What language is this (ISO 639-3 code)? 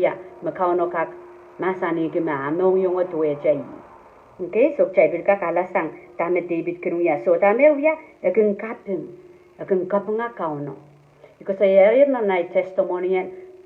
pon